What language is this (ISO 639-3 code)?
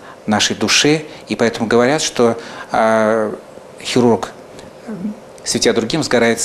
rus